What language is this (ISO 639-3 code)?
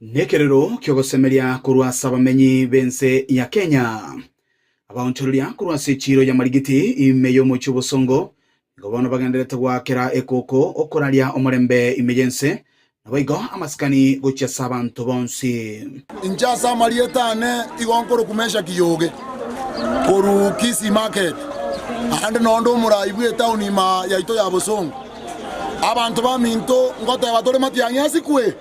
guz